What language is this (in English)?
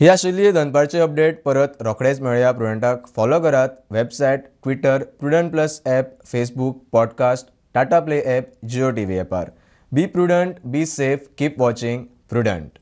Konkani